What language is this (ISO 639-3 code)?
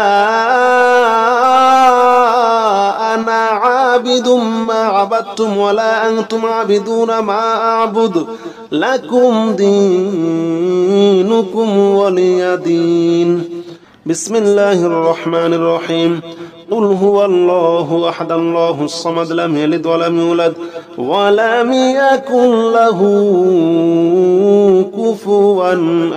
ara